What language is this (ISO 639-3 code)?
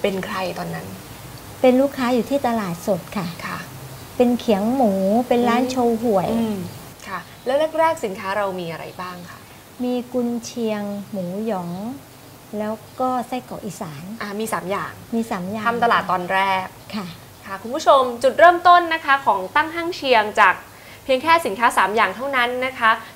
tha